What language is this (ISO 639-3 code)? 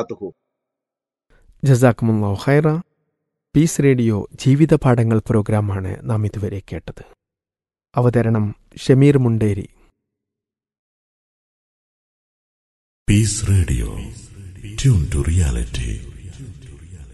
mal